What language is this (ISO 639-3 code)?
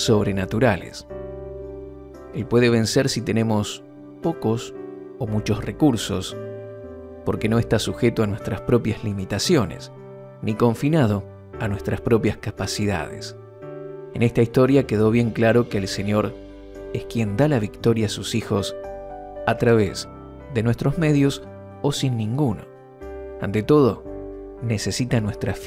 spa